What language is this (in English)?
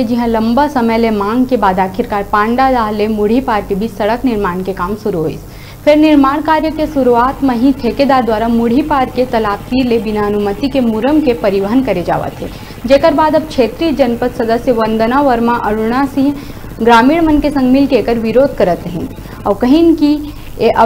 Chhattisgarhi